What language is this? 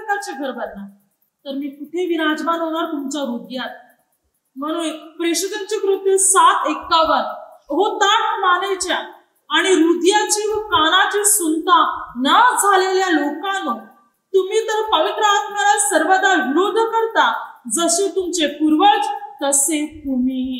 Marathi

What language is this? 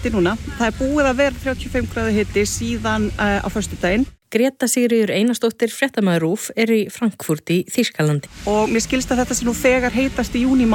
Icelandic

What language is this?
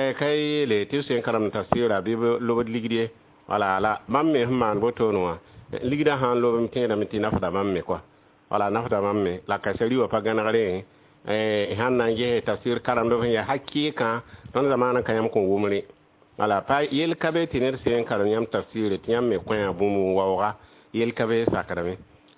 Mossi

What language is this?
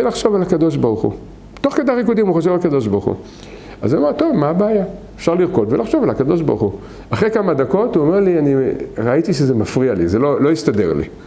Hebrew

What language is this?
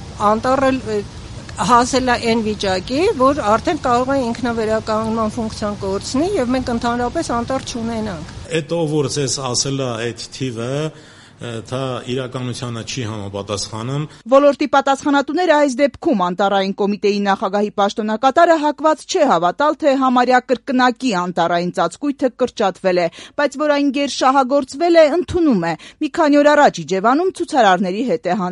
Armenian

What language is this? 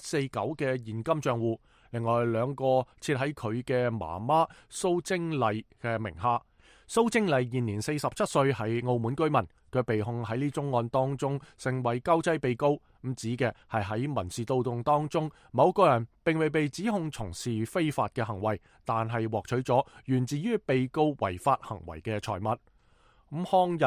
Cantonese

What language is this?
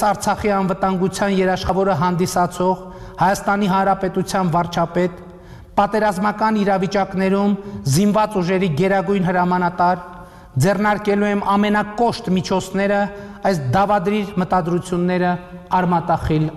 Armenian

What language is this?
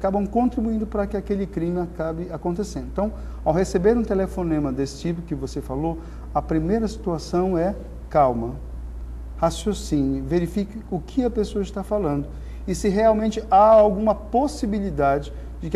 Portuguese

